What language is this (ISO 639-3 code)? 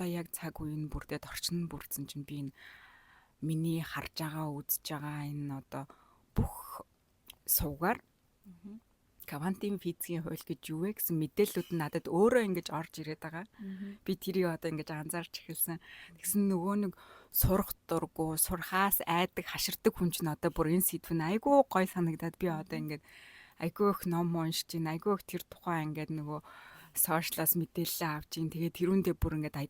mon